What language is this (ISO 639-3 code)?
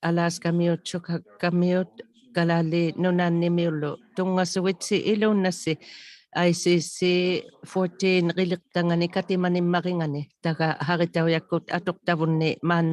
iku